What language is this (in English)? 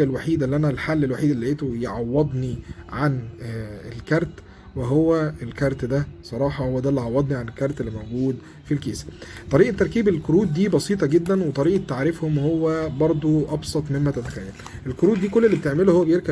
Egyptian Arabic